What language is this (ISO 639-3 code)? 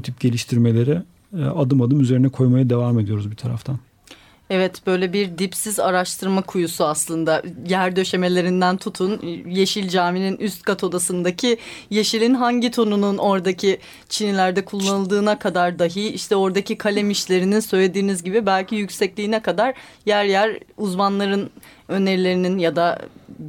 tur